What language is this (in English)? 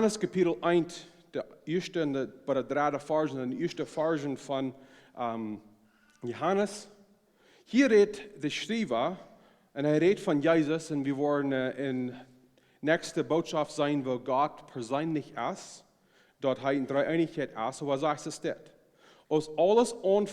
Plautdietsch